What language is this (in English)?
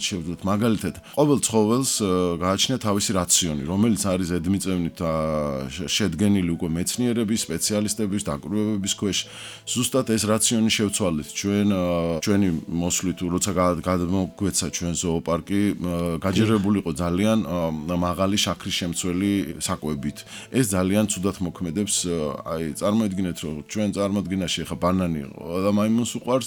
Georgian